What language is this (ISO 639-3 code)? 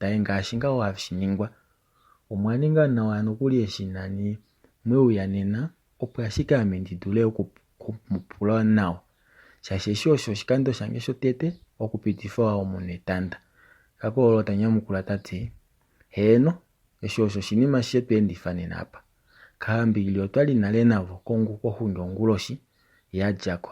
kua